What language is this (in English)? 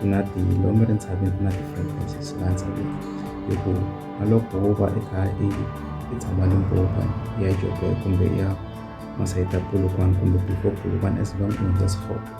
Tsonga